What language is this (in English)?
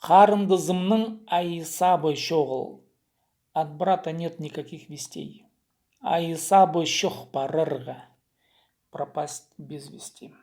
Khakas